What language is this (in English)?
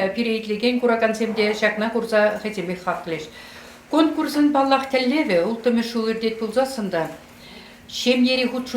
Chuvash